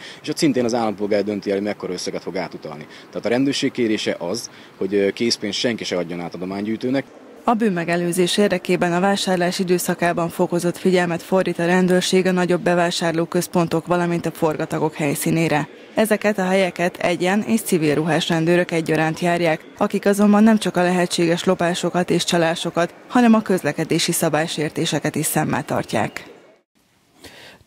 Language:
Hungarian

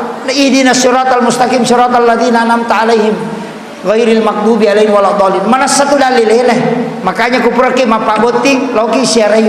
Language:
Buginese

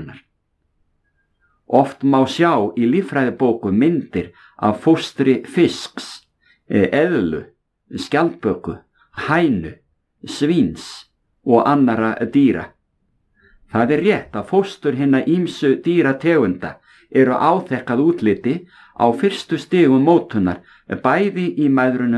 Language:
Icelandic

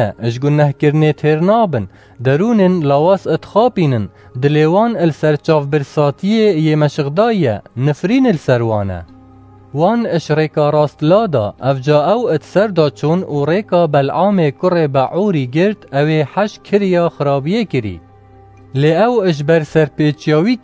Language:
Kurdish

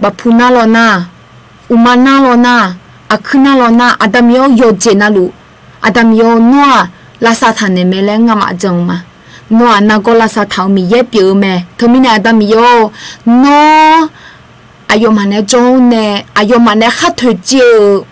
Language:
Akha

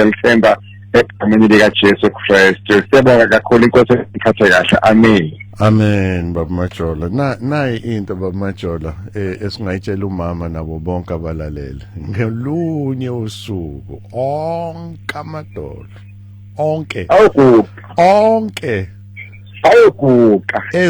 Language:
Zulu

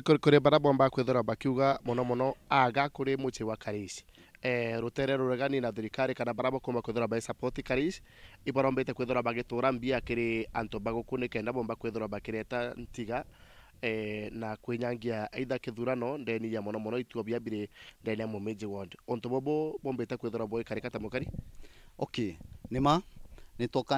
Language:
Meru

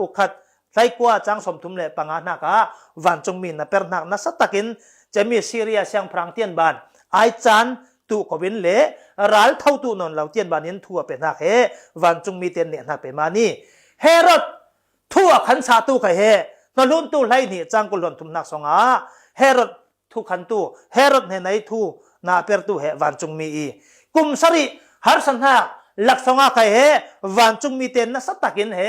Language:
Falam Chin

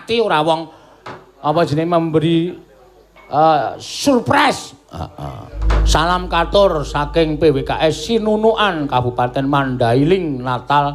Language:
Javanese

